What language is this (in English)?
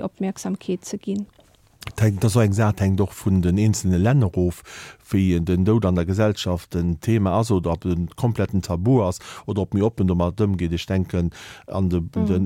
Luxembourgish